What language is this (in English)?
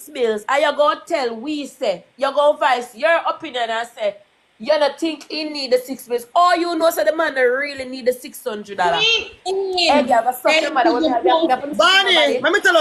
Jamaican Creole English